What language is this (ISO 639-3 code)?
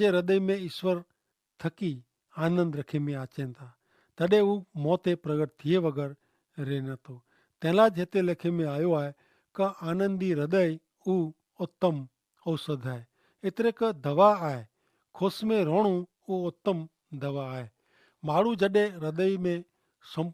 kfr